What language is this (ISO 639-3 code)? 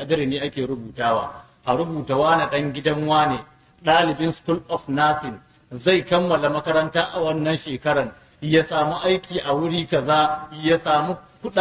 hau